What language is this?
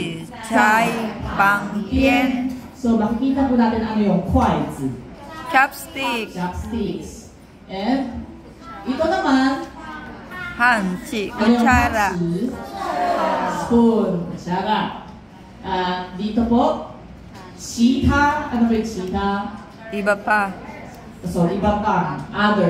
Filipino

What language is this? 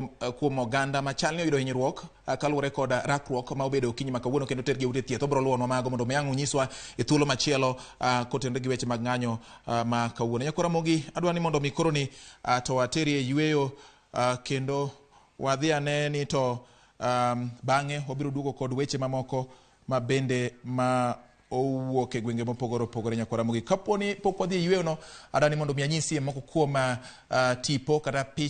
Luo (Kenya and Tanzania)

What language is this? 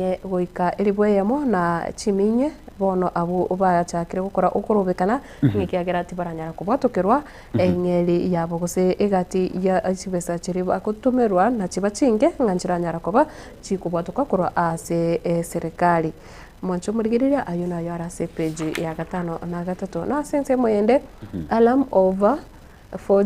Gusii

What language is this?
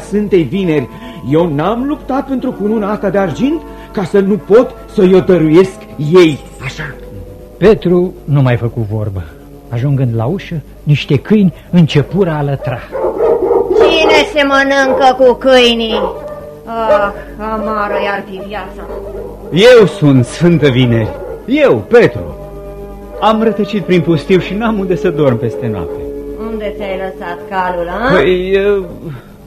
Romanian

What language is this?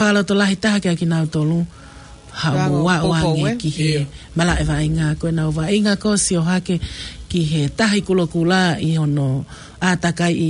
Tongan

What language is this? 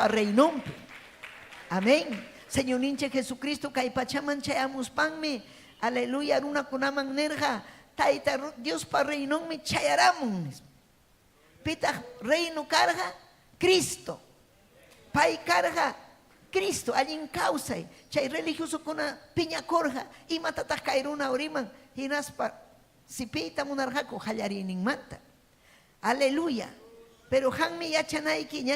Ayacucho Quechua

